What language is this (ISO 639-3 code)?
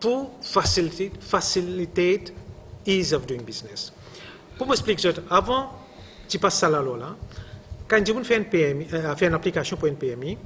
mfe